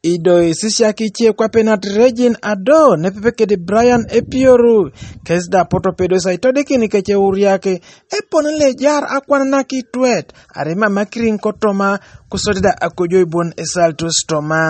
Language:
Teso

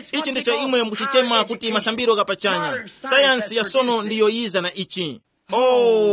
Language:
Tumbuka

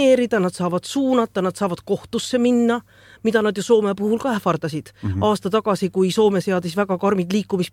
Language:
Estonian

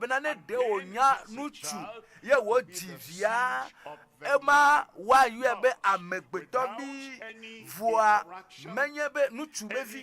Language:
Ewe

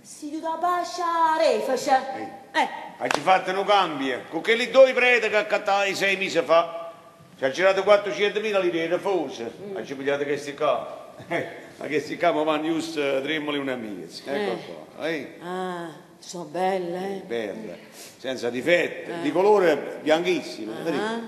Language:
Neapolitan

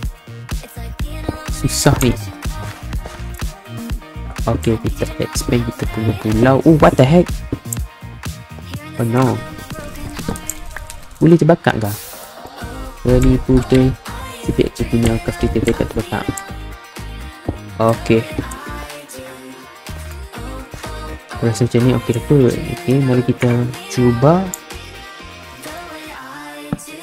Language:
Malay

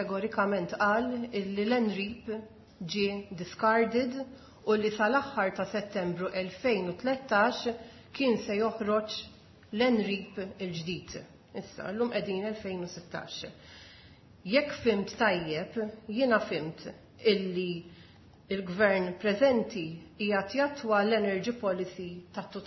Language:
Maltese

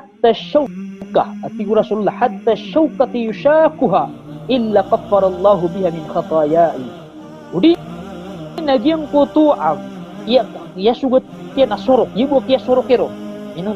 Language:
Maranao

